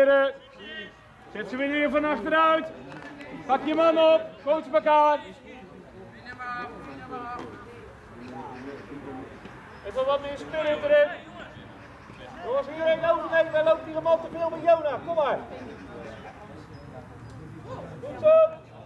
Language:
Dutch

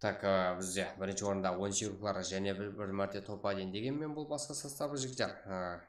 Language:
Kara-Kalpak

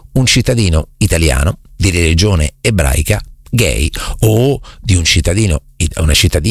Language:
Italian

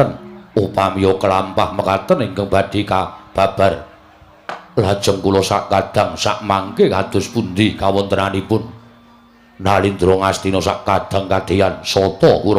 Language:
Javanese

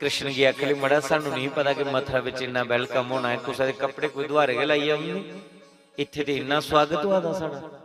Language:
Dogri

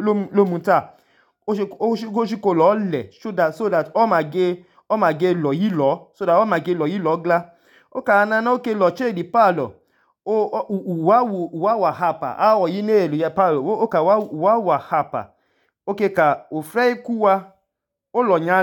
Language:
Idoma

